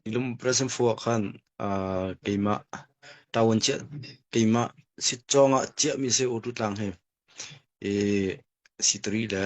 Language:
Hakha Chin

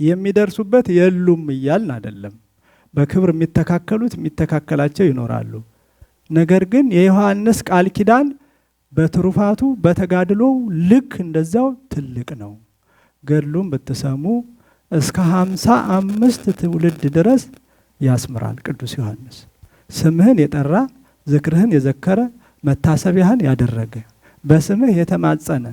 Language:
Amharic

